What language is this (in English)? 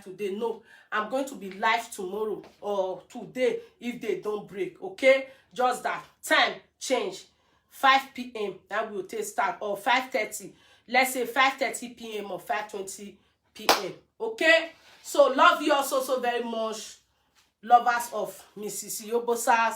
Nigerian Pidgin